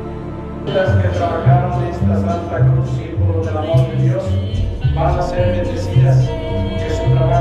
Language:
Spanish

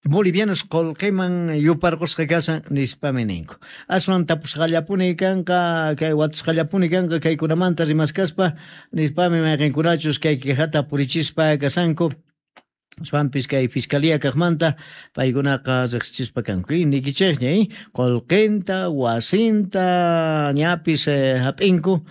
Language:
South Bolivian Quechua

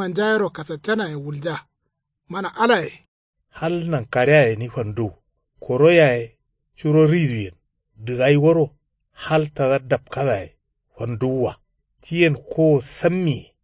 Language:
Kanuri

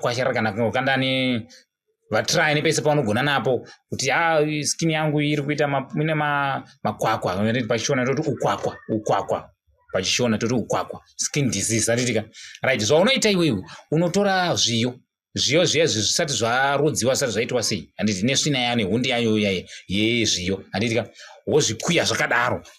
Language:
Shona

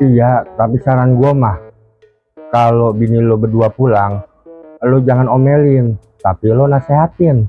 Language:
Betawi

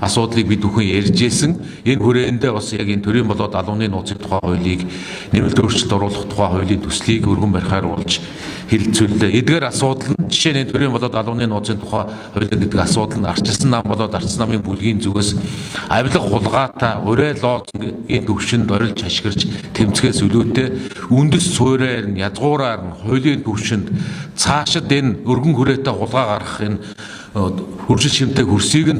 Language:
Mongolian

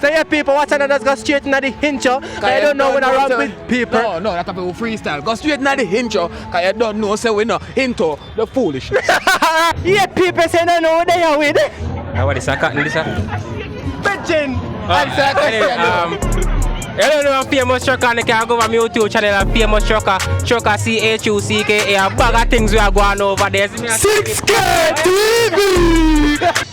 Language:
Jamaican Creole English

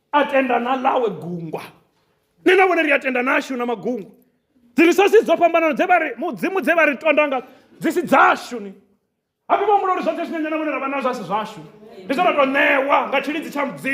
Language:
Venda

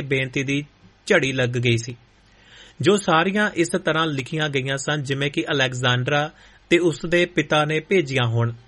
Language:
Punjabi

